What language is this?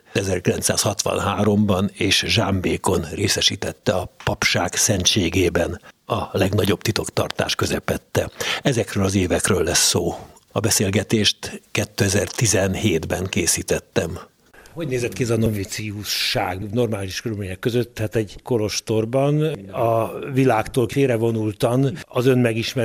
Hungarian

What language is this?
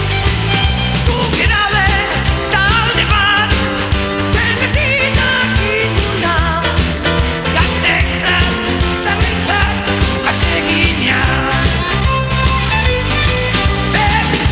Basque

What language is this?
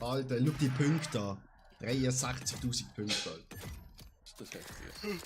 Swiss German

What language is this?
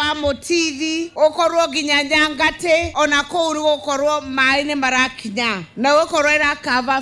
Kikuyu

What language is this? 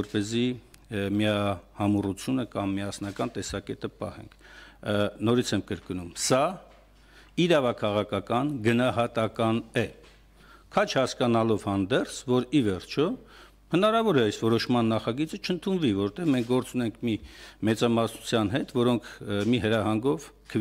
Armenian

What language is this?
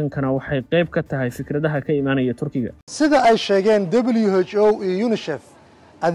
Somali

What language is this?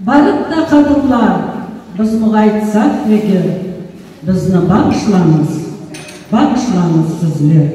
Crimean Tatar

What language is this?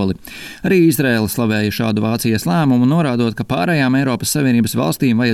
Latvian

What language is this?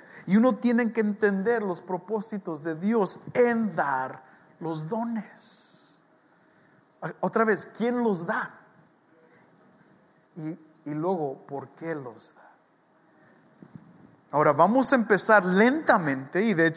Spanish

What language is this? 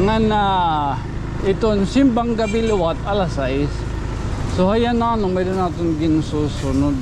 Waray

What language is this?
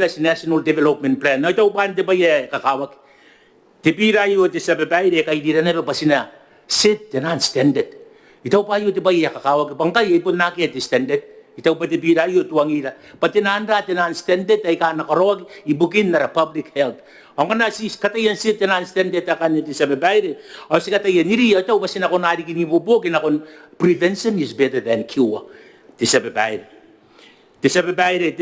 Gilbertese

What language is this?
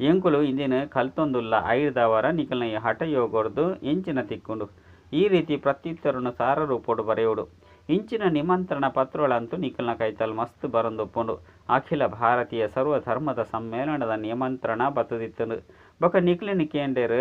Tulu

